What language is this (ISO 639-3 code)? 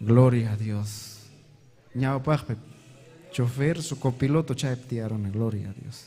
quy